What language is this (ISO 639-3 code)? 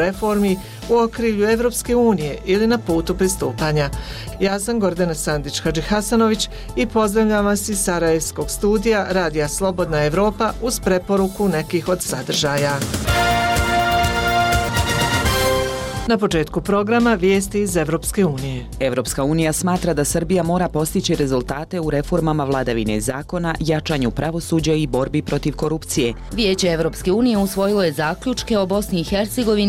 bos